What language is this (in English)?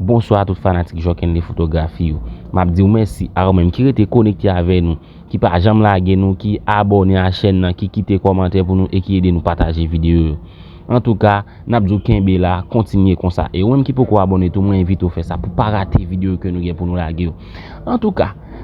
Haitian Creole